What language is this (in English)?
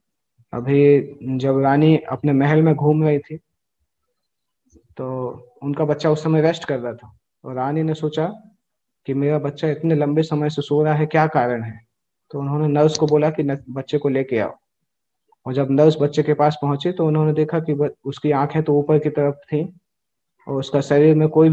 Hindi